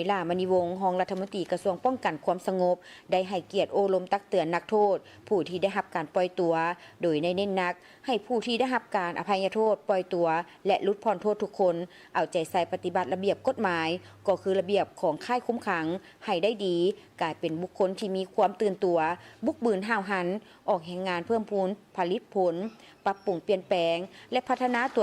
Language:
Lao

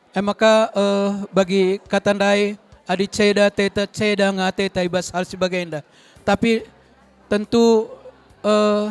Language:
Batak Karo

